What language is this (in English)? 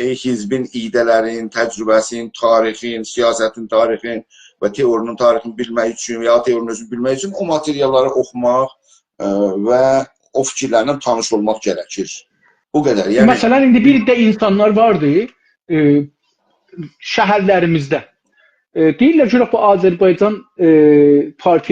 South Azerbaijani